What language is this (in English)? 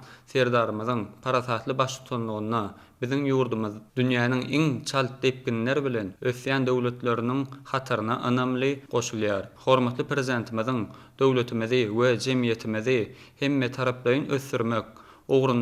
Turkmen